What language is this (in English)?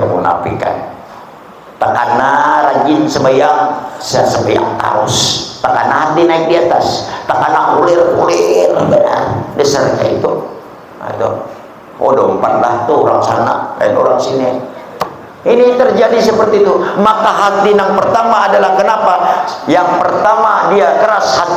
Banjar